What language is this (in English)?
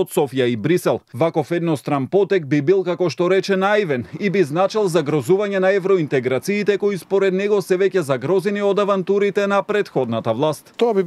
Macedonian